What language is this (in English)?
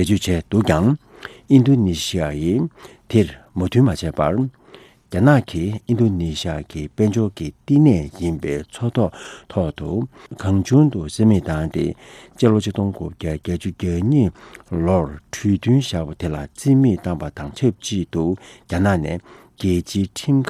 Tibetan